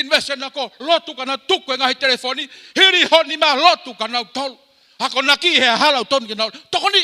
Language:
Tongan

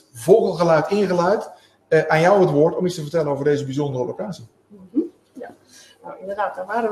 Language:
Dutch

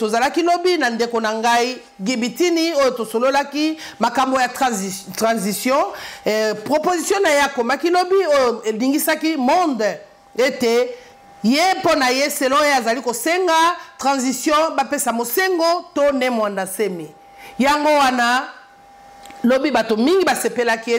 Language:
Lingala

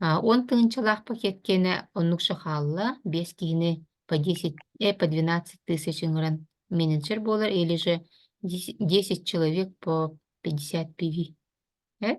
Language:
Yakut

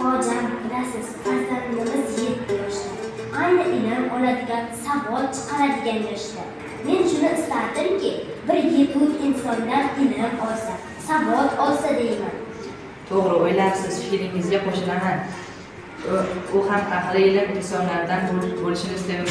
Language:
Uzbek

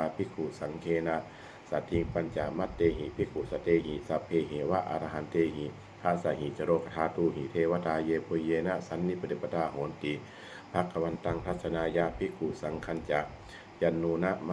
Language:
Pali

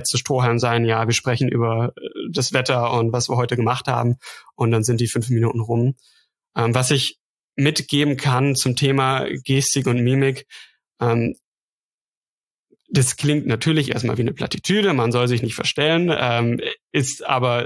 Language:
German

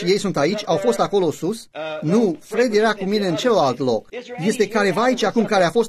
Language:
Romanian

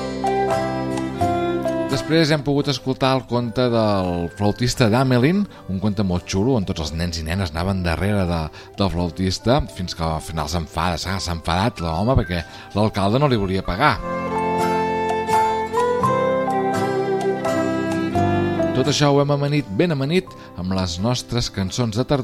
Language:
Catalan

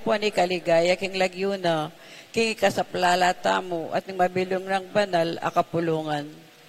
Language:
Pampanga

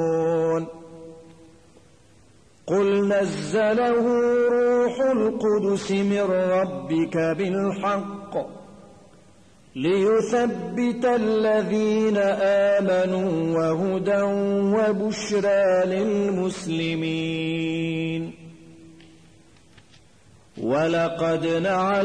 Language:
Arabic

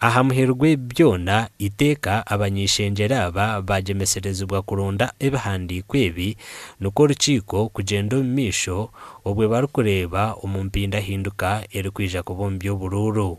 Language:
Nyankole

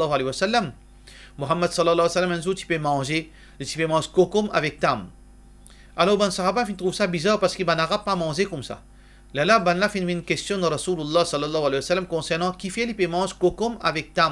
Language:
Morisyen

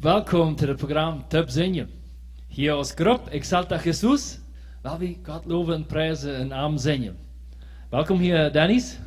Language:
Plautdietsch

